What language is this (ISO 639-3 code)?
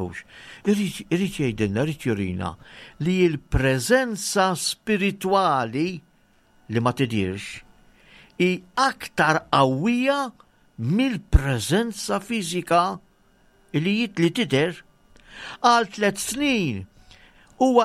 mlt